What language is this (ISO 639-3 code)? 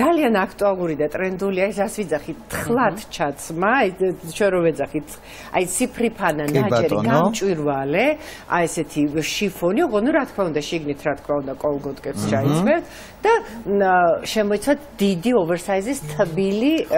kat